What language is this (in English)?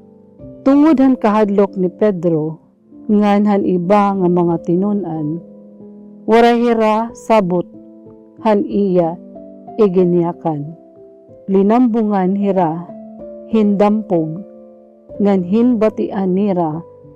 Waray